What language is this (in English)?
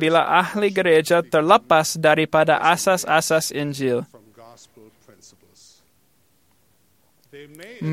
Malay